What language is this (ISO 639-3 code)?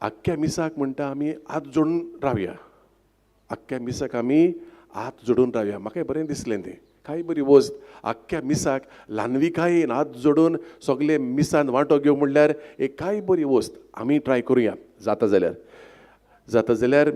kok